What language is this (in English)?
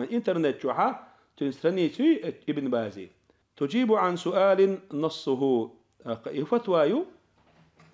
Chechen